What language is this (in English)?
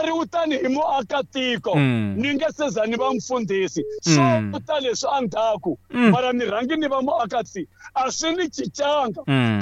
Tsonga